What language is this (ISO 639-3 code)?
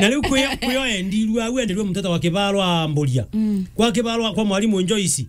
mer